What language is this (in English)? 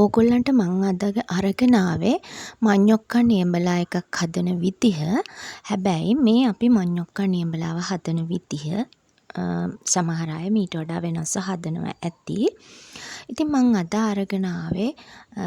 Sinhala